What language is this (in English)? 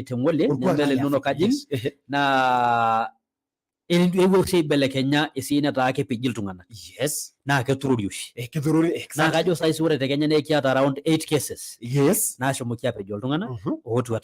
Masai